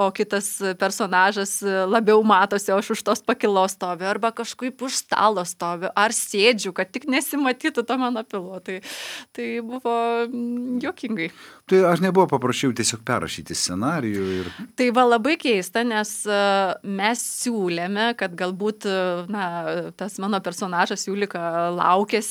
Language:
Lithuanian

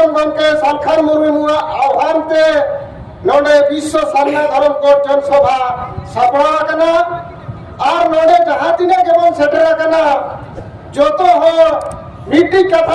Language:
Santali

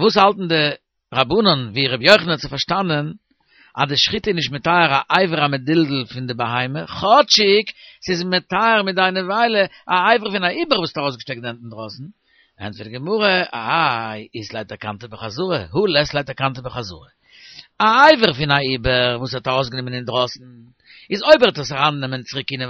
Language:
Yiddish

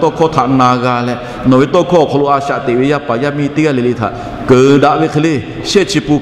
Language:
Lahu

